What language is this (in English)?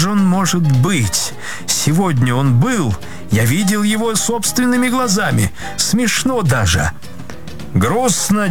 Russian